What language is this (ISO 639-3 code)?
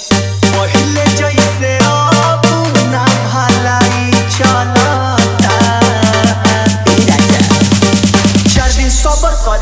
bho